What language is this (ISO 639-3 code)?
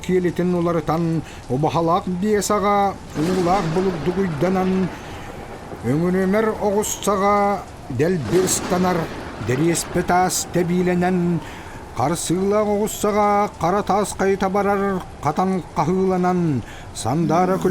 sah